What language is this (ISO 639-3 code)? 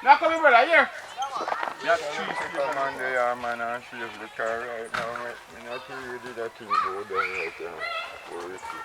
jam